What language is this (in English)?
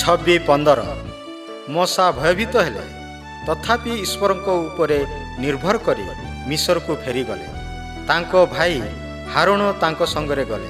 Odia